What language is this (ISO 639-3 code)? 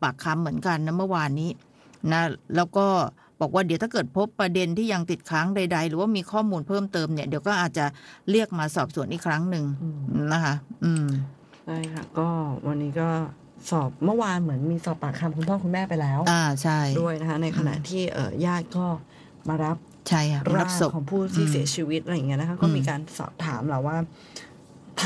tha